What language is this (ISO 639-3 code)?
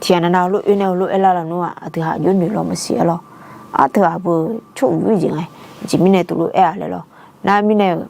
ahk